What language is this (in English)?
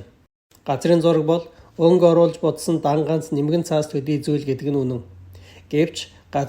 Mongolian